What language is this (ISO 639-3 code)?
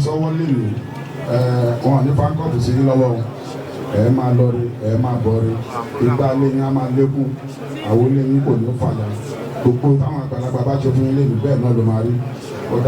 yor